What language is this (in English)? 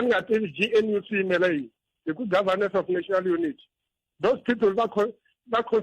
Tsonga